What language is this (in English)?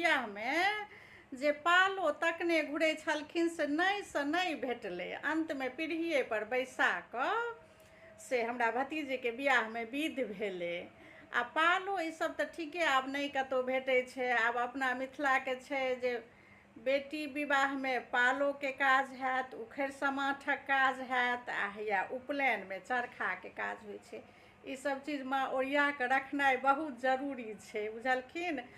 Maithili